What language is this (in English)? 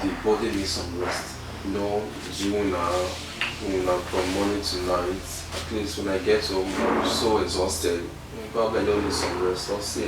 Bini